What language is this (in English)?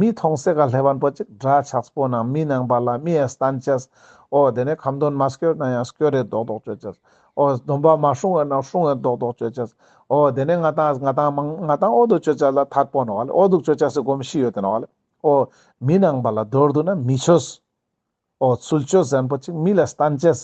Ladakhi